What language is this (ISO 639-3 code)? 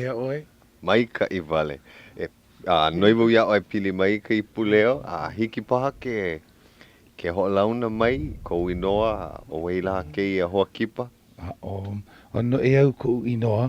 haw